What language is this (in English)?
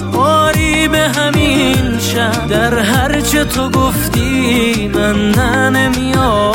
Persian